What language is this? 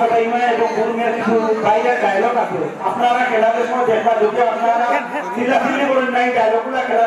Sylheti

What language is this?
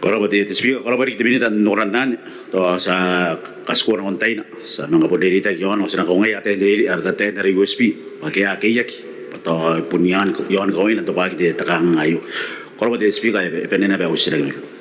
Gilbertese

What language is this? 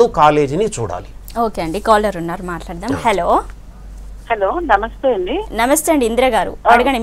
Telugu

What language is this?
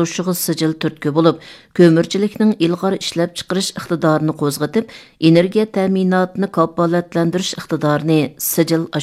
Uyghur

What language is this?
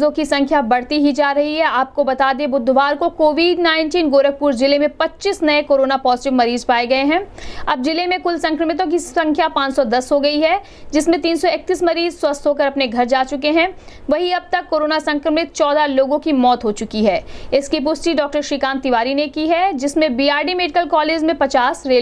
Hindi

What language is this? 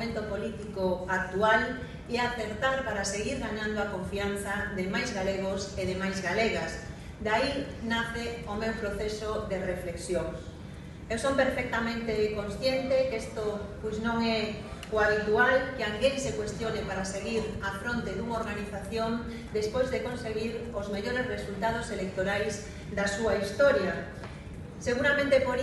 Galician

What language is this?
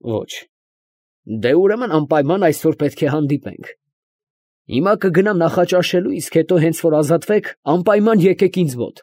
Armenian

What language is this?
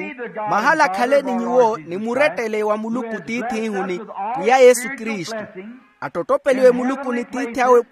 Makhuwa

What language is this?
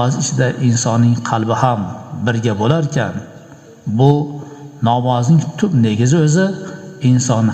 Uzbek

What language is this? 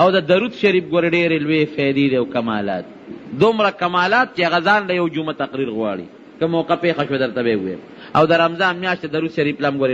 Pashto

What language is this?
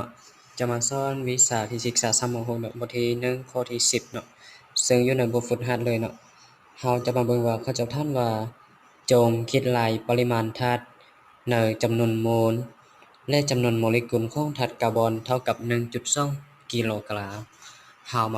Lao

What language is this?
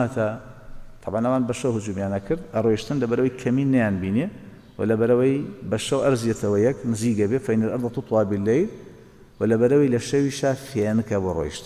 Central Kurdish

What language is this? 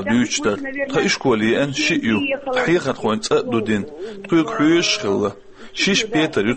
Chechen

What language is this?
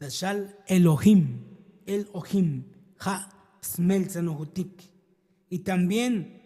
Tzotzil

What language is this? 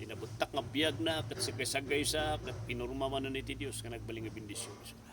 Iloko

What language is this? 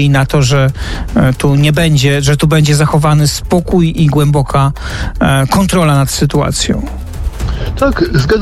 Polish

